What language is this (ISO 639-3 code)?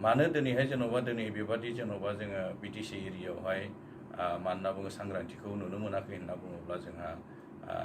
brx